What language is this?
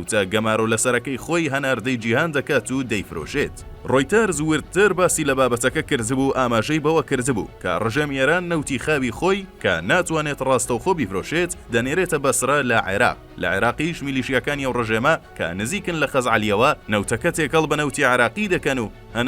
Central Kurdish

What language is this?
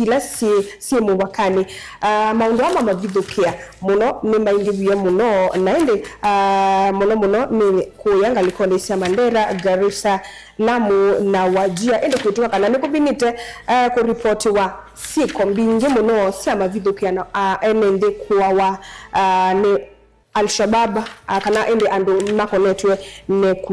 Kamba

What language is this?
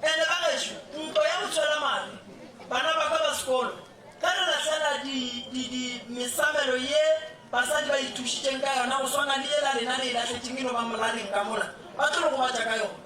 Northern Sotho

